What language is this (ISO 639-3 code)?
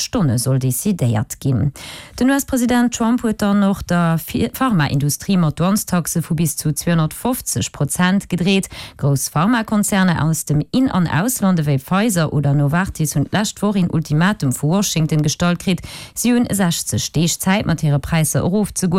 ltz